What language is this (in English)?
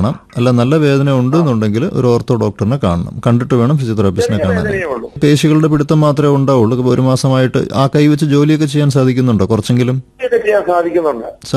Malayalam